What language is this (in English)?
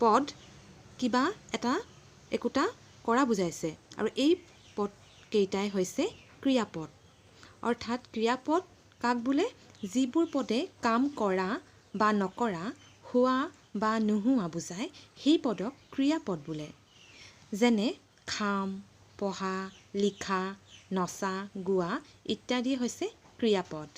Assamese